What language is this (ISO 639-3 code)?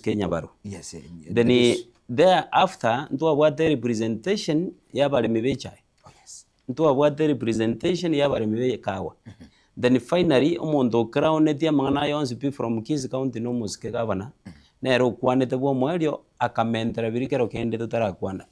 guz